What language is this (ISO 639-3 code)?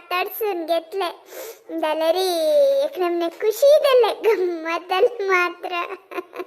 kok